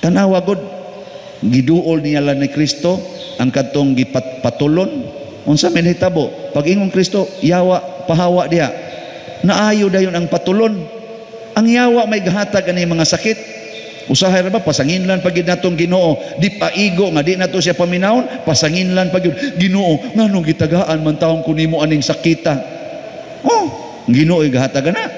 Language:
Cebuano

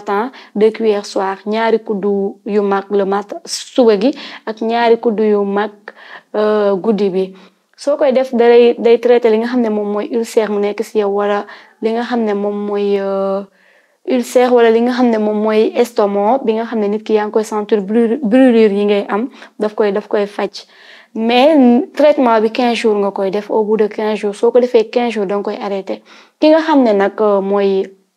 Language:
Wolof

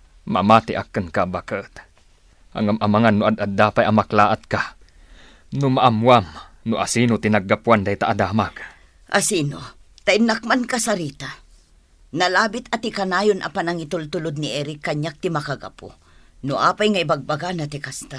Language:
Iloko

